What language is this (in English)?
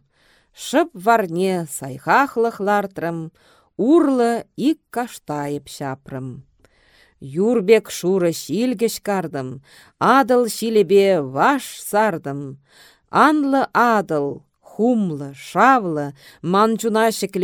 Chuvash